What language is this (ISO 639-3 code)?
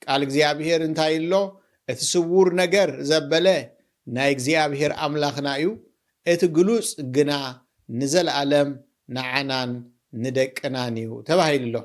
tir